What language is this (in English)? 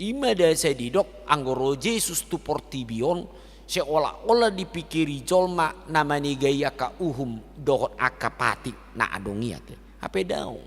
Batak Toba